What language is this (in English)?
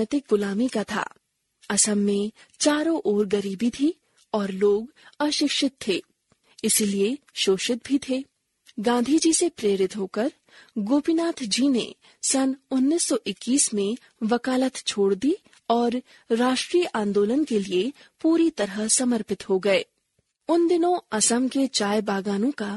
Hindi